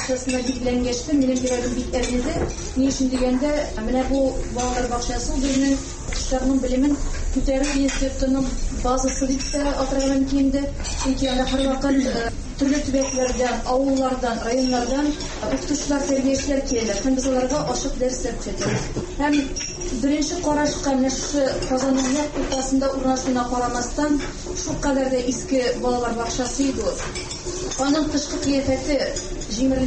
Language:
Tatar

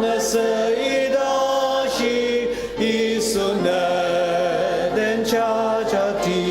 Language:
Ao Naga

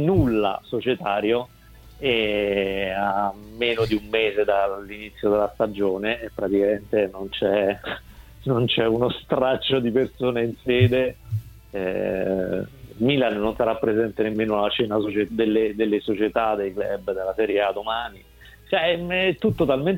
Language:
Italian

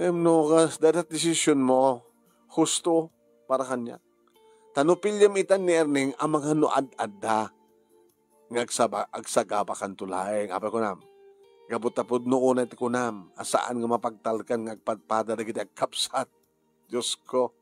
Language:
Iloko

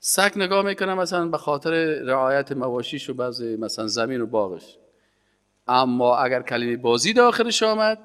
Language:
Persian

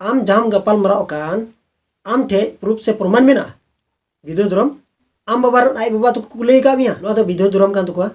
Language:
Santali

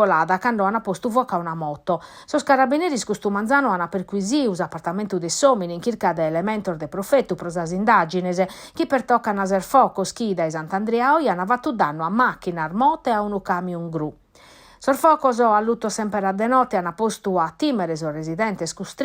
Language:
Sardinian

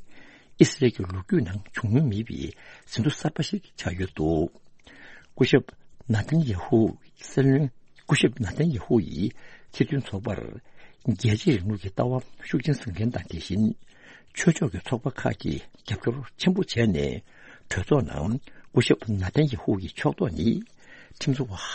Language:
Tibetan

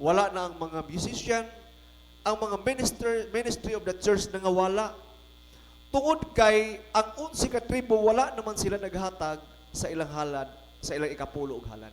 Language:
Cebuano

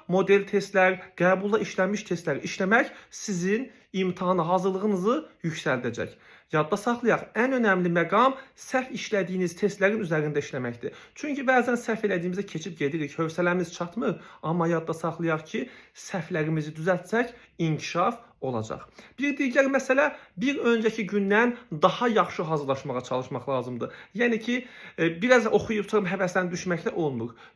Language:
Azerbaijani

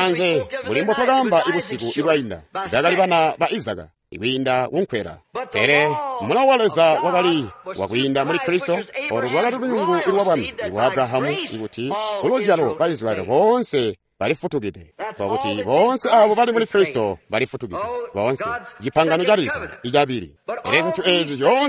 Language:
Tonga (Zambia)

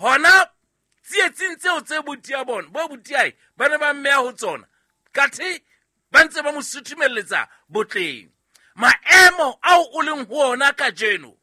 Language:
Southern Sotho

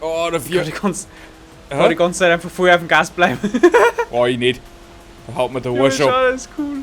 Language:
Bavarian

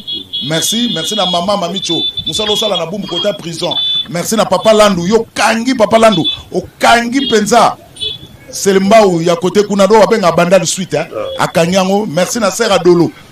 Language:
Lingala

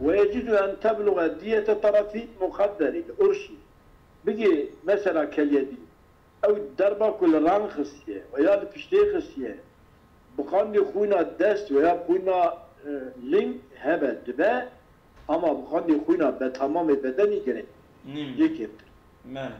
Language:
Kurdish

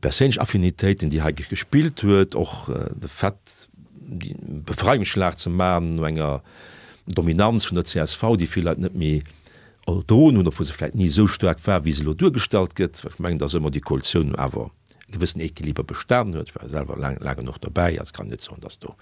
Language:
Luxembourgish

